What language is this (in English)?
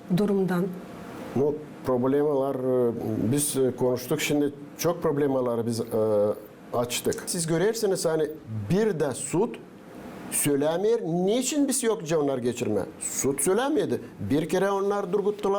Gagauz